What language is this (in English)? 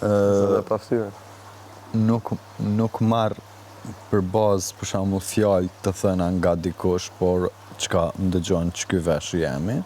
Albanian